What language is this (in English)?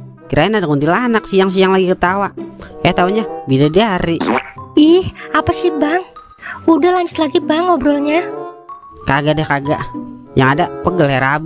Betawi